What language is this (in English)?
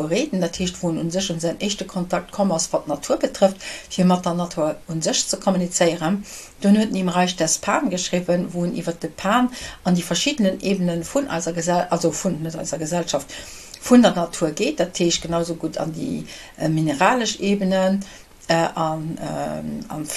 Luxembourgish